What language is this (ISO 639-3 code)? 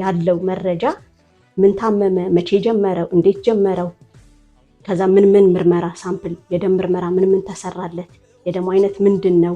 amh